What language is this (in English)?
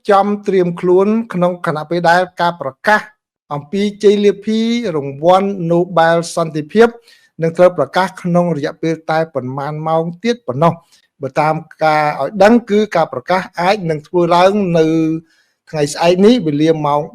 Khmer